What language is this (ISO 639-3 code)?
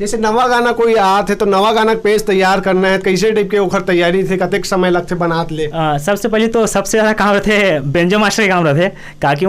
hne